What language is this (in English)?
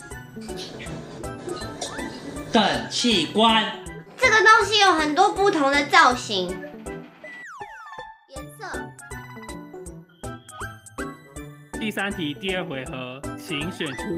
Chinese